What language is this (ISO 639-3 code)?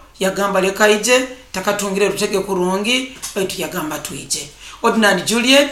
nyo